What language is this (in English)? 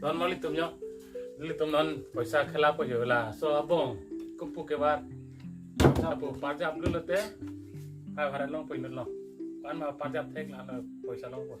Karbi